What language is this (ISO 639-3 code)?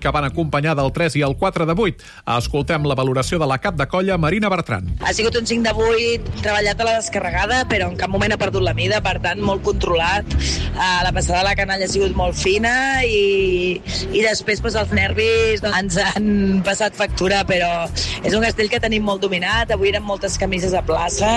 cat